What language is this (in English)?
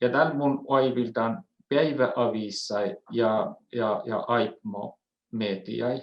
Northern Sami